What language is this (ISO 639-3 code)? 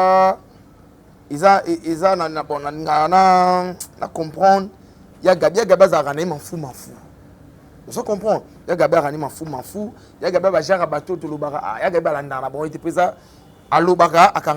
lin